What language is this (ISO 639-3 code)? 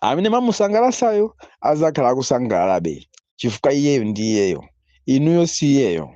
nya